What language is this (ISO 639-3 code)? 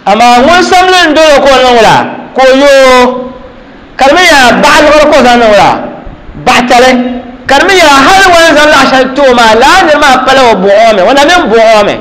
dag